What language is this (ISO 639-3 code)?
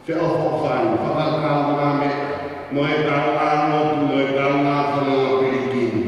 ton